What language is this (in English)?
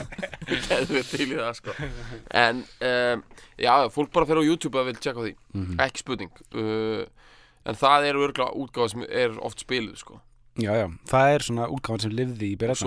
Icelandic